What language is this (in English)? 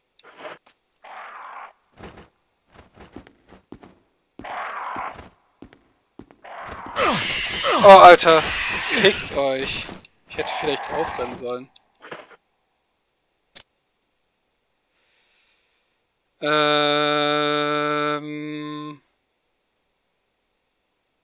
German